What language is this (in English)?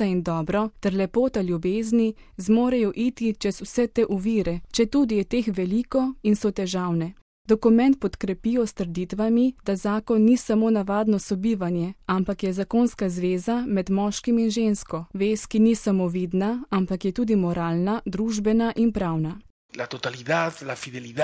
Slovenian